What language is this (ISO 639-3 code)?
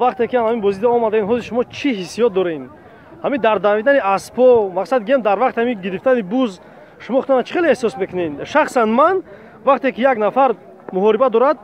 tgk